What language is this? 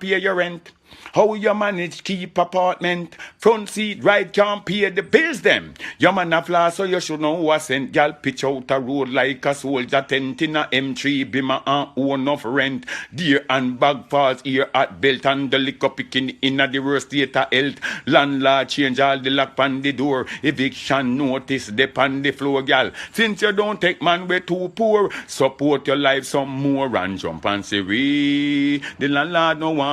Jamaican Creole English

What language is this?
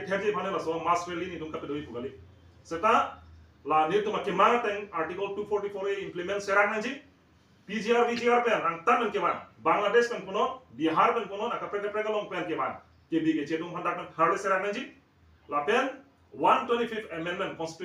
Karbi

